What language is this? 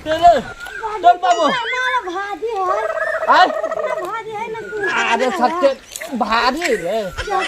Magahi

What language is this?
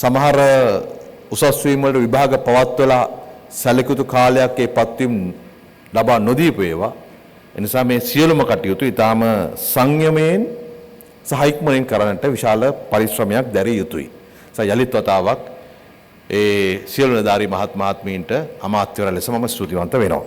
Sinhala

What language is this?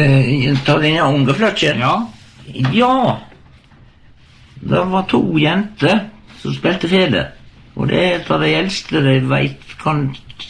Norwegian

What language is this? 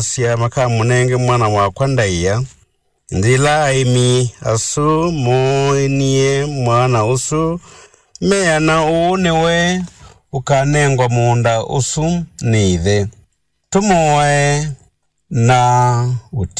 Kamba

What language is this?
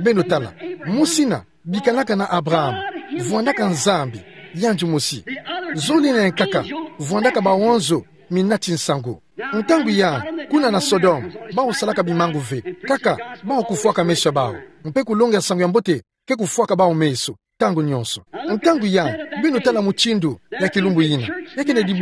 Kituba (Democratic Republic of Congo)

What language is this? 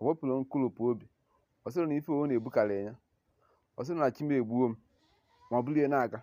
Igbo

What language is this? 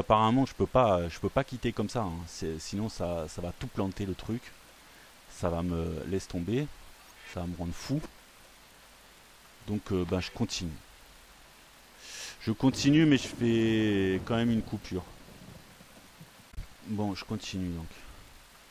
French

